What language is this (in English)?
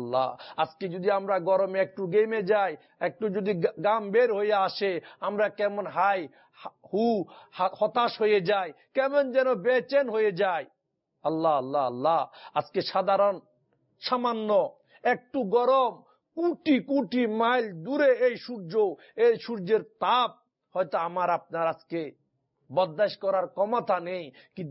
Bangla